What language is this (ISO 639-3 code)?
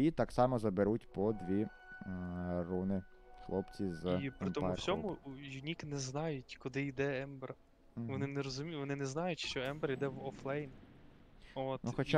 ukr